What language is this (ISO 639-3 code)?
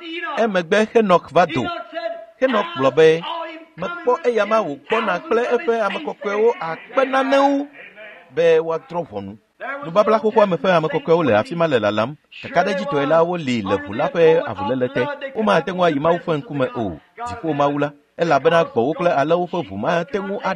ewe